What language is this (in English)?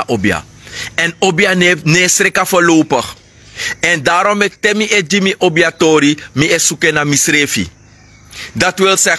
Sranan Tongo